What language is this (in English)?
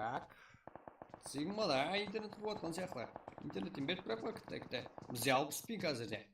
Kara-Kalpak